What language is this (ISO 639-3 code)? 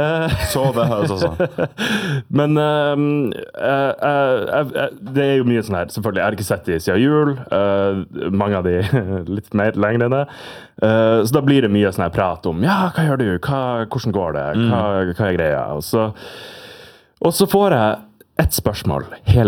nor